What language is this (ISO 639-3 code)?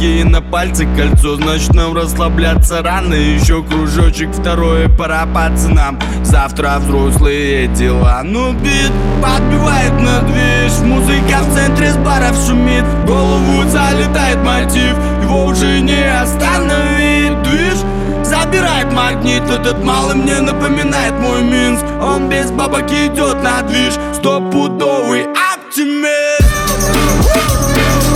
rus